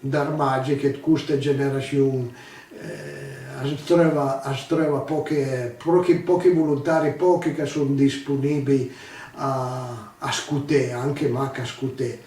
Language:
Piedmontese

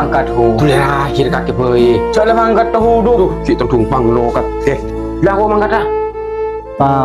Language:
Madurese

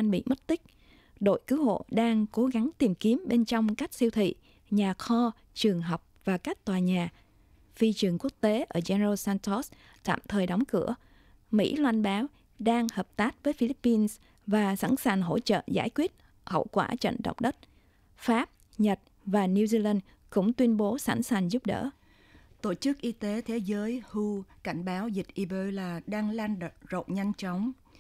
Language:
Vietnamese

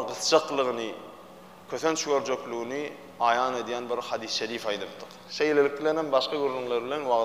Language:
Turkmen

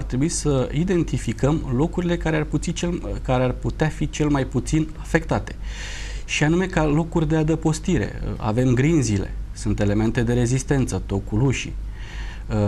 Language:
Romanian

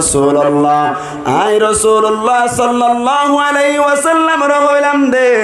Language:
Rohingya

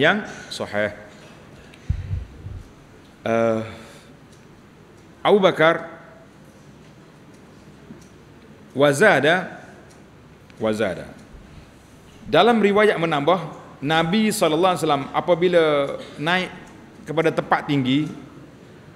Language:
Malay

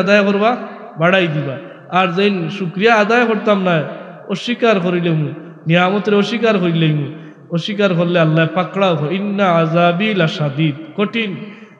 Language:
Sylheti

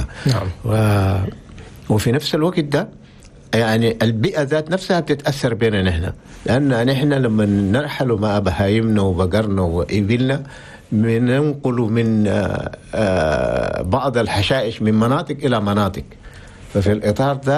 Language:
Chadian Arabic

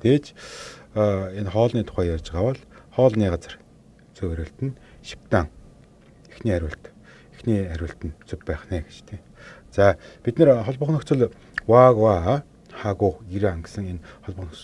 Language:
Mongolian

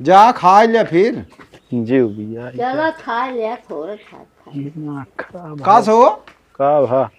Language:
Awadhi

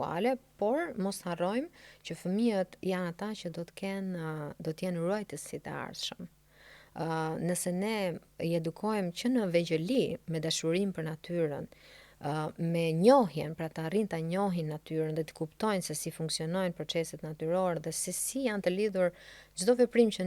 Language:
Albanian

